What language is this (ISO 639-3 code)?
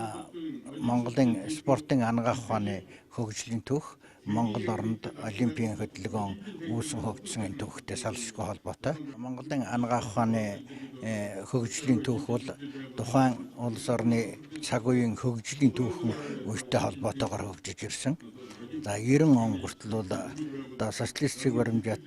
mon